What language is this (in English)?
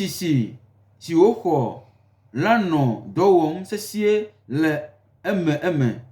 Gen